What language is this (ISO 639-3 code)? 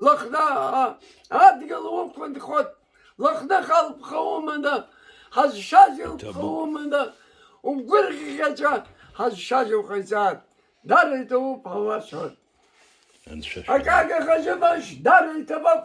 abk